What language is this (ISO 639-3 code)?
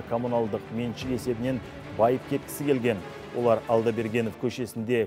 kaz